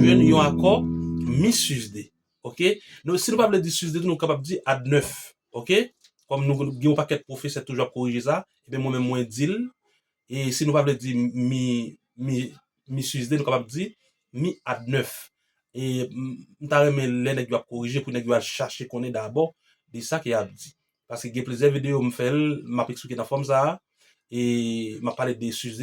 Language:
Haitian Creole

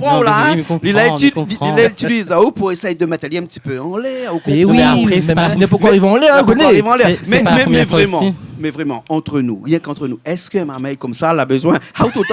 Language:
Réunion Creole French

